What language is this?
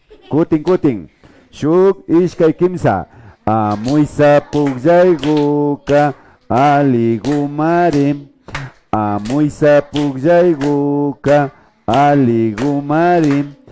Imbabura Highland Quichua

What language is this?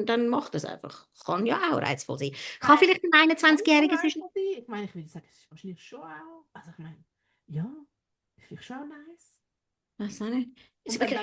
Swiss German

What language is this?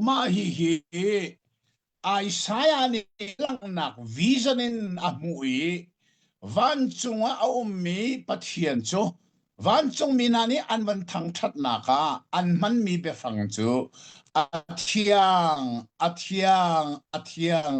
Hakha Chin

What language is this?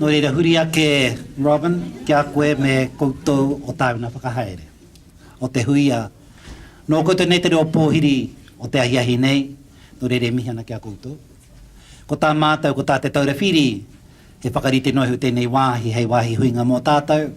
Māori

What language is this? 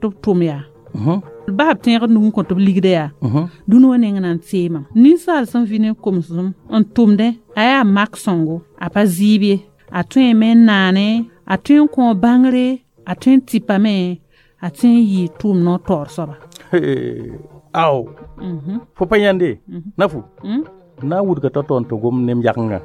Mossi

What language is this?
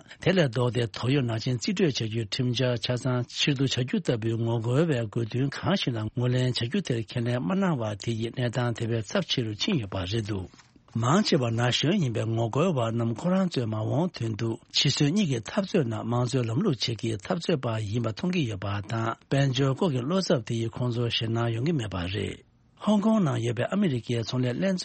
Tibetan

